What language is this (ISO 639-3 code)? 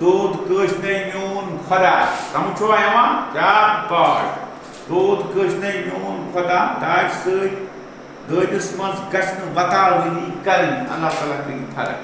kas